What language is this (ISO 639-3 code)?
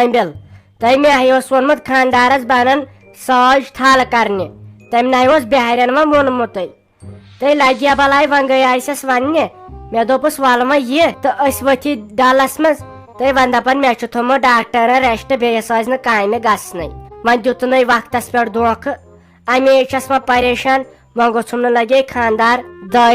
kas